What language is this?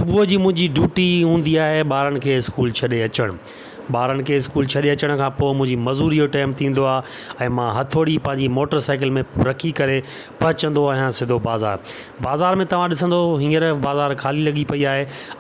Sindhi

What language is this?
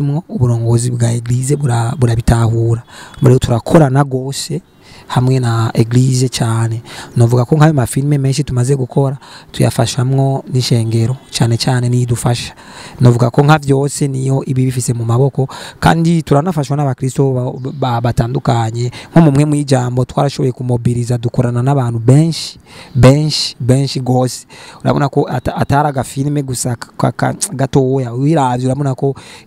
Rundi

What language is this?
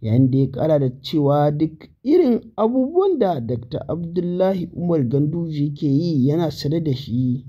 Hausa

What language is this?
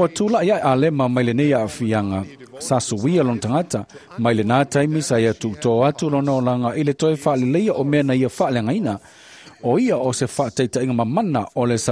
Samoan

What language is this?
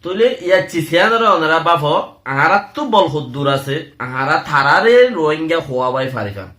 Rohingya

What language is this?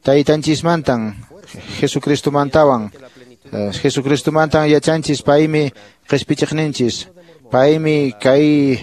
Quechua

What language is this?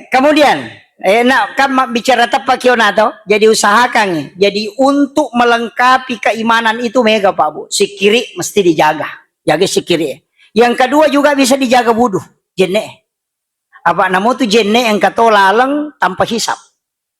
Buginese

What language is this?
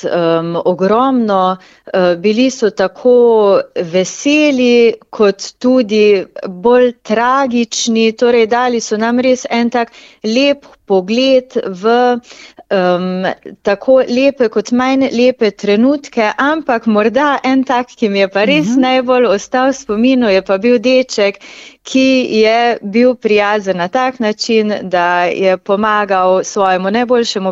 Slovenian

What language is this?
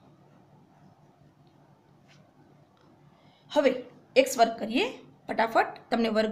Gujarati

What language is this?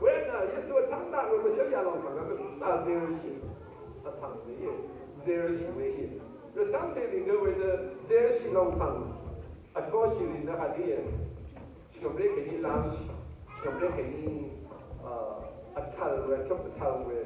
Rawang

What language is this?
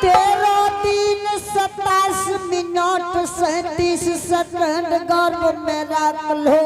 Angika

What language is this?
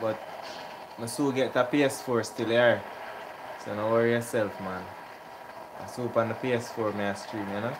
Jamaican Creole English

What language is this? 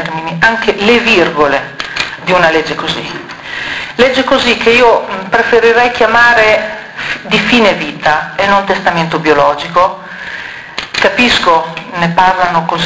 Italian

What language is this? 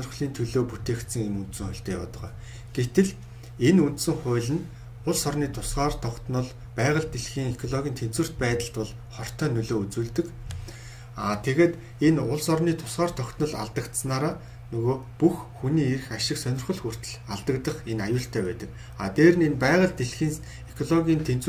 Mongolian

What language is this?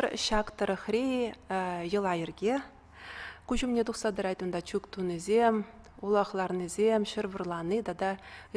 Chuvash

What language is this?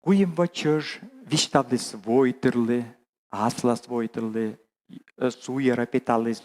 Komi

